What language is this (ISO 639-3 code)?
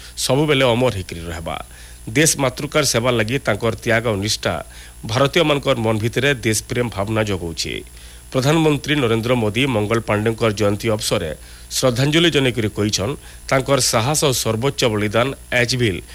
ori